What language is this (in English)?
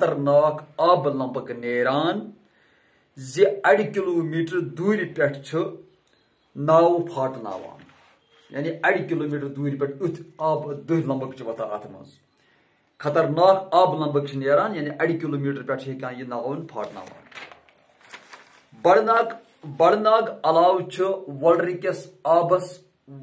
Kashmiri